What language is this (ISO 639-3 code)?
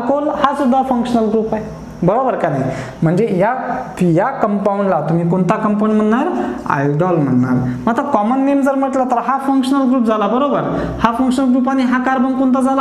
mar